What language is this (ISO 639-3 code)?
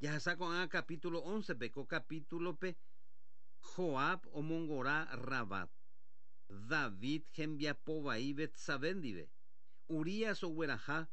grn